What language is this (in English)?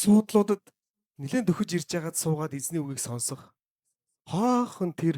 Mongolian